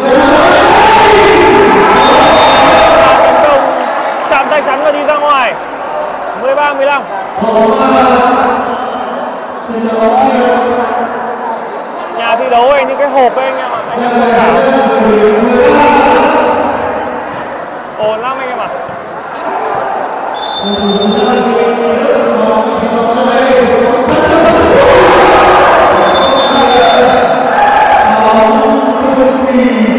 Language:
Vietnamese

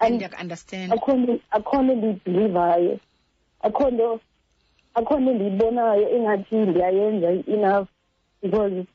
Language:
Xhosa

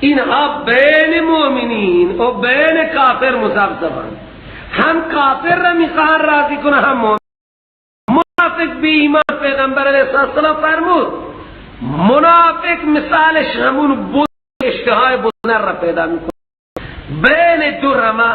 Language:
Persian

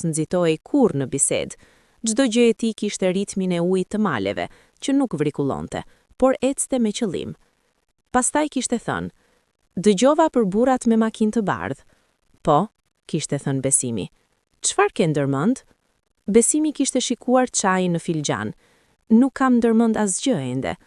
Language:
Albanian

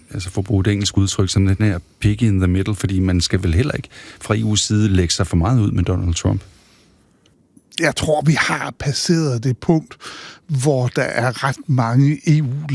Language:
Danish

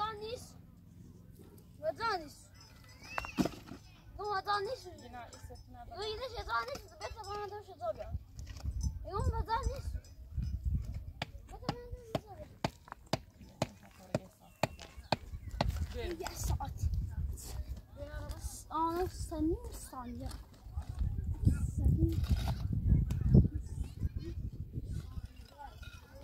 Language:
Persian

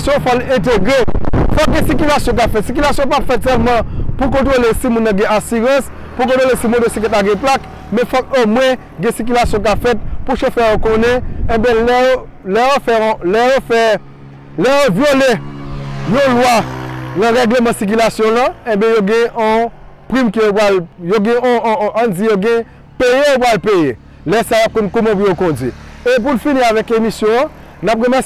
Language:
Haitian Creole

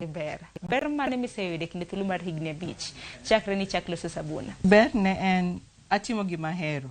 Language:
Luo (Kenya and Tanzania)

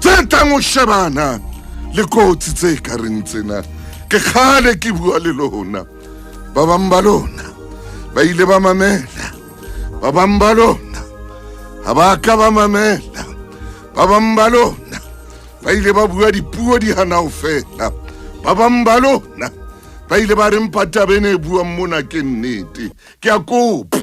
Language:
Southern Sotho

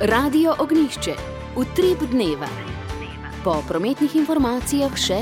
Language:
Slovenian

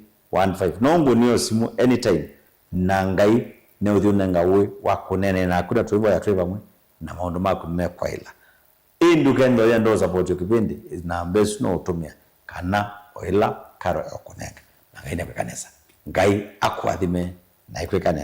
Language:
Kamba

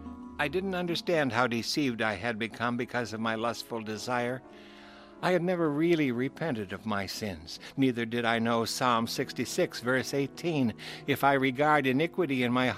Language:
English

